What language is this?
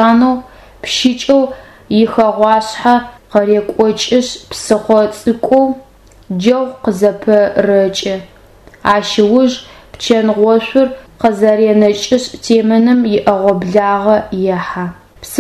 Adyghe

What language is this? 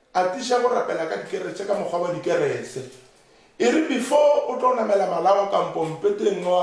Northern Sotho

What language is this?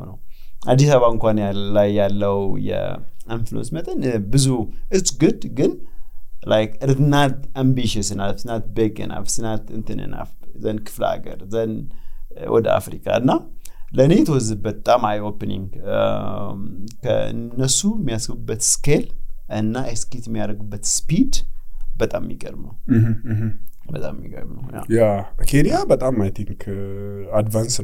Amharic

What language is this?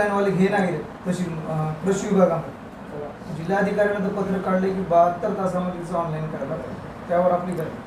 Marathi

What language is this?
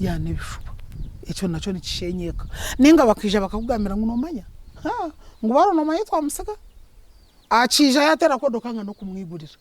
Nyankole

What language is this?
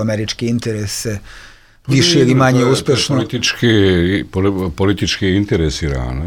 Bosnian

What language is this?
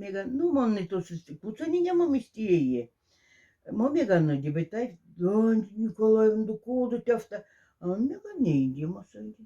Moksha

